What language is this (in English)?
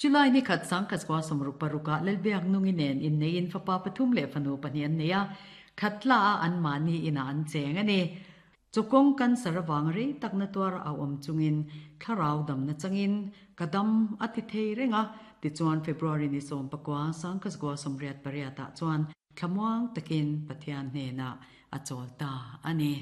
Mizo